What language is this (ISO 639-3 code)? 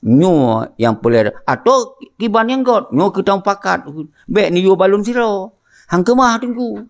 ace